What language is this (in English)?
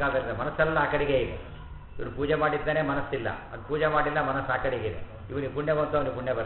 Kannada